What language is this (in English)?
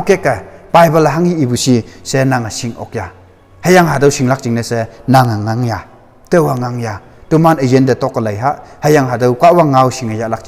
Konyak Naga